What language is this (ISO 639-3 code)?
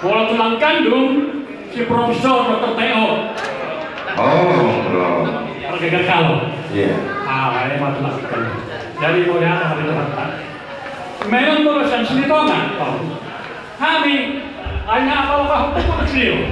bbc